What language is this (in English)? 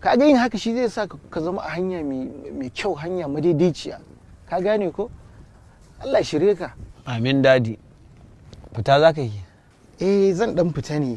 Hausa